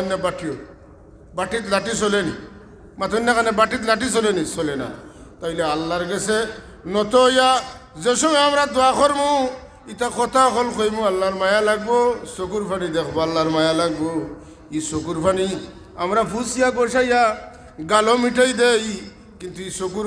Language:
Sylheti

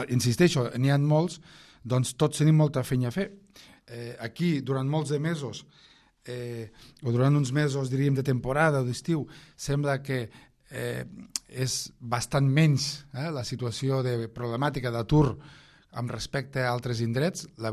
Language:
Catalan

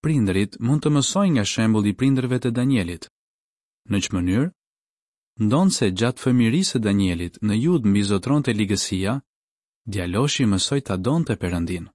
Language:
Albanian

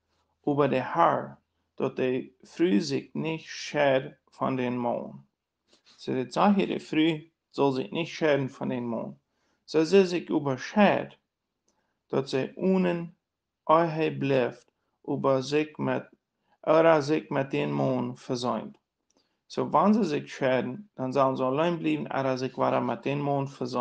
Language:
Plautdietsch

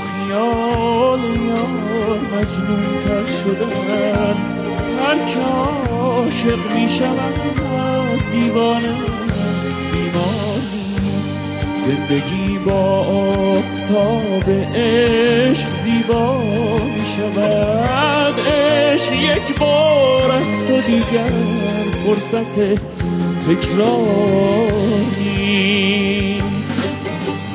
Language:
Persian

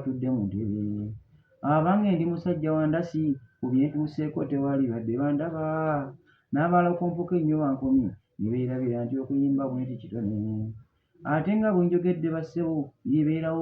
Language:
Ganda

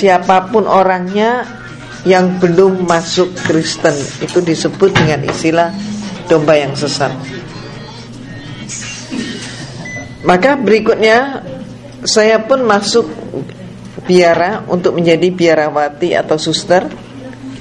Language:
Indonesian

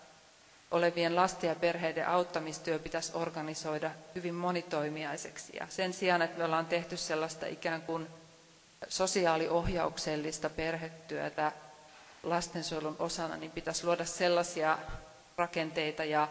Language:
Finnish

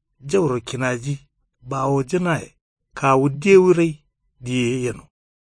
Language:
Kanuri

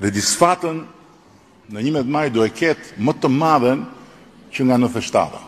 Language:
Albanian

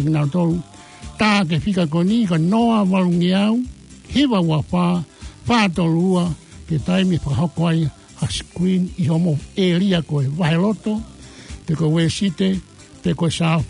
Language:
Tongan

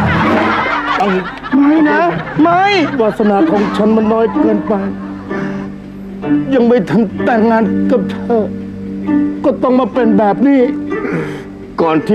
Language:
Thai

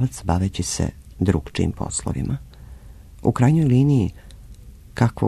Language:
Serbian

